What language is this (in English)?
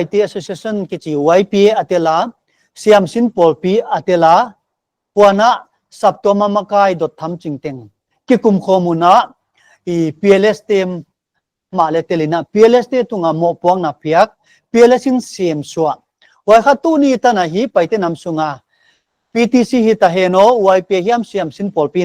Paite Chin